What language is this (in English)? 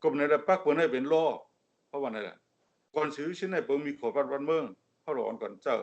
Shan